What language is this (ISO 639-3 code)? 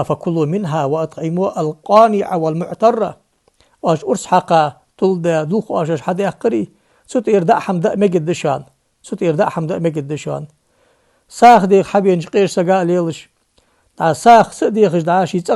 inh